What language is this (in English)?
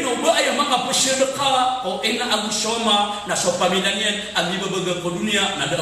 Maranao